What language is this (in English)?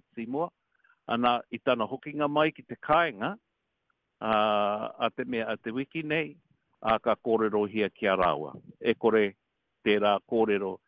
Māori